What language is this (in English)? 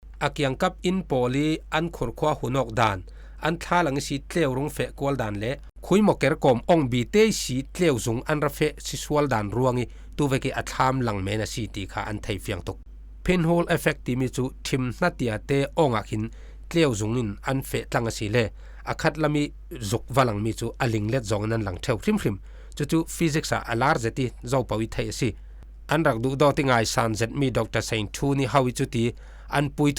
Falam Chin